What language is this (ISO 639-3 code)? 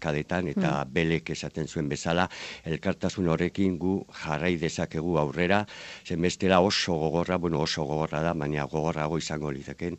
eus